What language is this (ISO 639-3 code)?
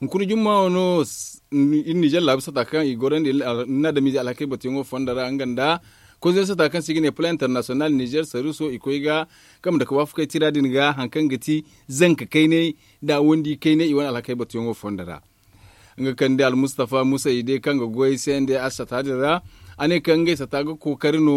dje